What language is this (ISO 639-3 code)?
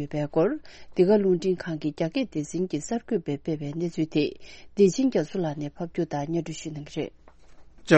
bod